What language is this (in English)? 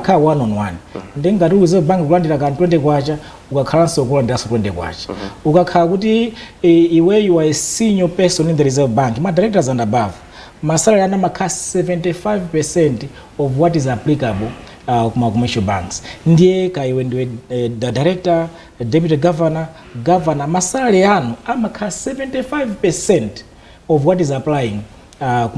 Nyanja